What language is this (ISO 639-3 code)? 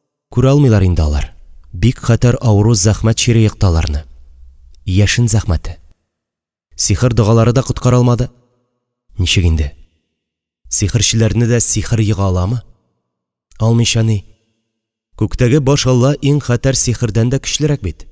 tat